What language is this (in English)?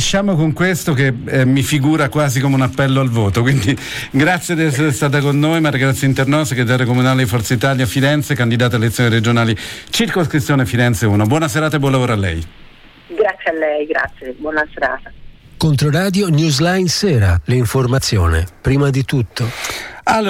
Italian